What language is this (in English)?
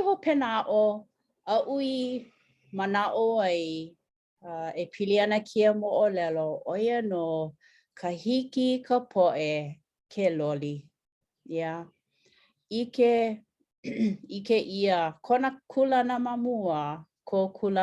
Hawaiian